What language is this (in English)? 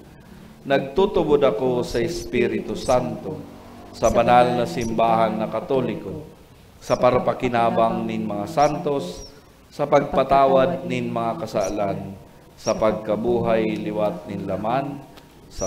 Bikol